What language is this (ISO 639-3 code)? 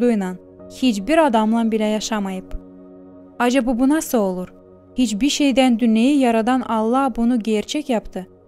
gag